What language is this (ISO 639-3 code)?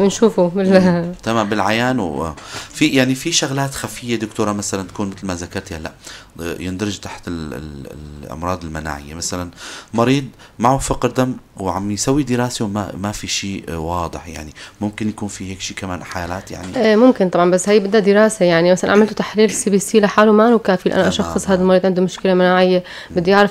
apc